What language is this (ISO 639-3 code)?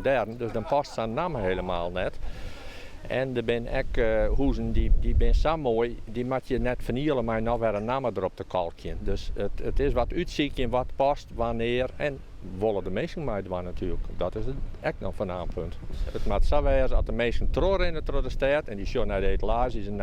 fry